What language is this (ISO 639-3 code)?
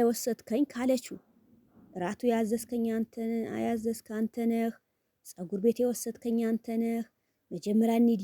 amh